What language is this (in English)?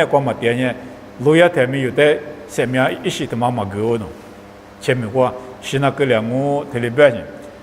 Lisu